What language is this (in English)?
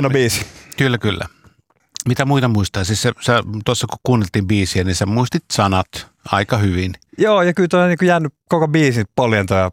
Finnish